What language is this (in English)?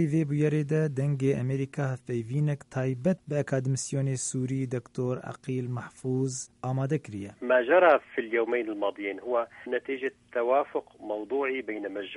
Kurdish